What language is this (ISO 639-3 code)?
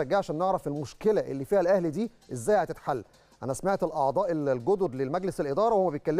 arz